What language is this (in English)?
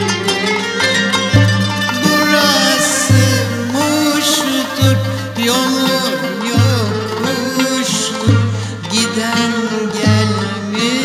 Turkish